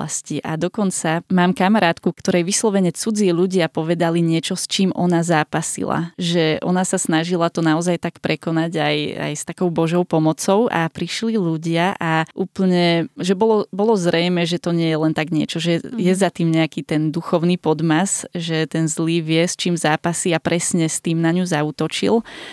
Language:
Slovak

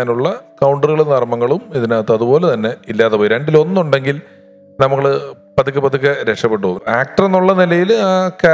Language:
Malayalam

